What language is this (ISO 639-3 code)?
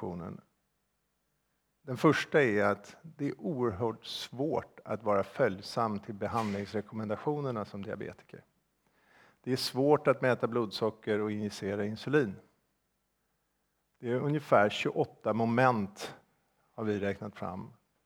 swe